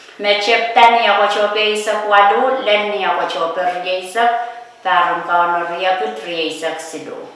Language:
Pohnpeian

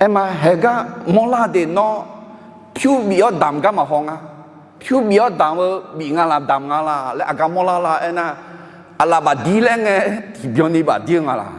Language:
Akha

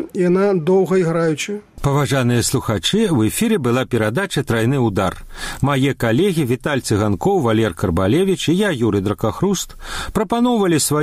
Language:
Belarusian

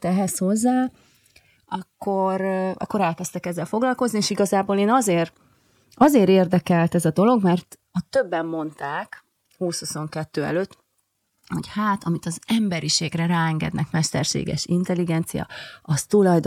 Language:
Hungarian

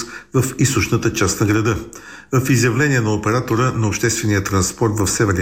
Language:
Bulgarian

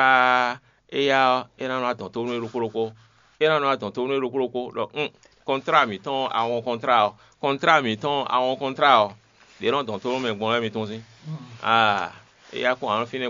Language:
Fon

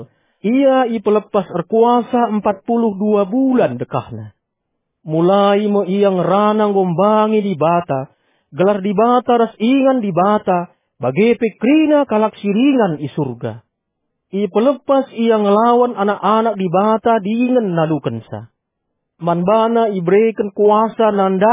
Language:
Batak Karo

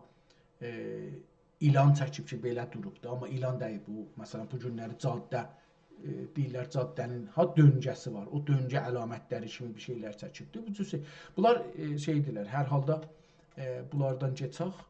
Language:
South Azerbaijani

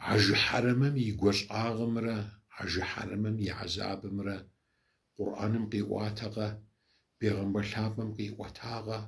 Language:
Kabardian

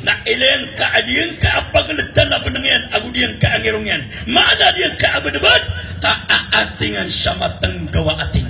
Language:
Maranao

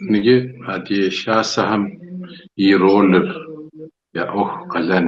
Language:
Kabardian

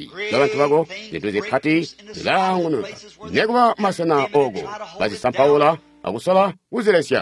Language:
Tonga (Zambia)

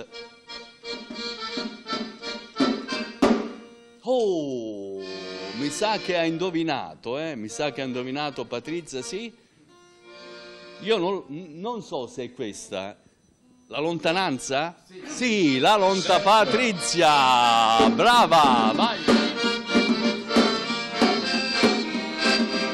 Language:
Italian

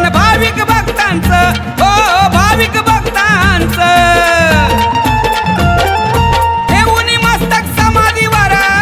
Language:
Marathi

